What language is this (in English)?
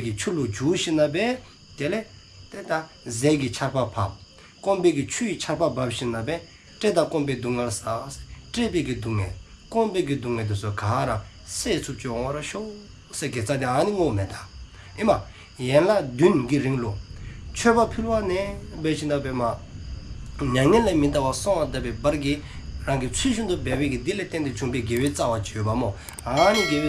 Dzongkha